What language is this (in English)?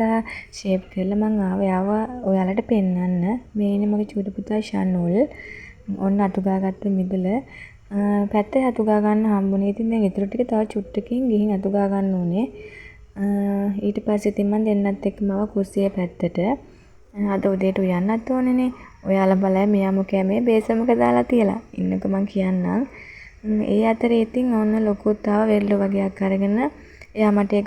Sinhala